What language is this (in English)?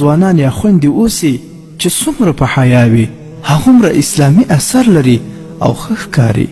Pashto